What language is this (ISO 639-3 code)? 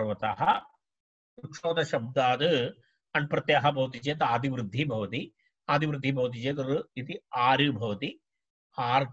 san